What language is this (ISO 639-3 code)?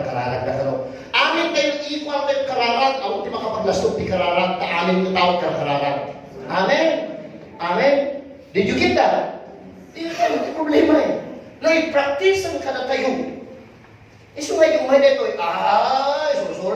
ilo